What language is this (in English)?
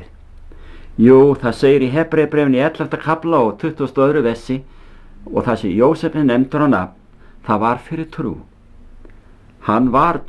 Icelandic